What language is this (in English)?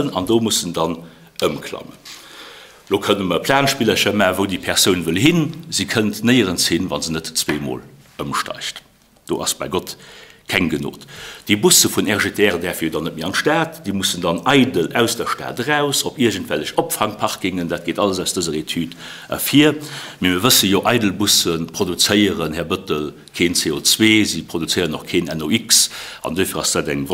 Luxembourgish